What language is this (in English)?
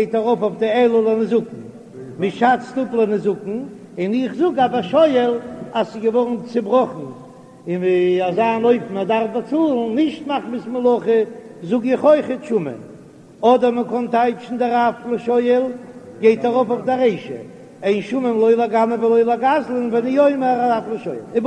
Yiddish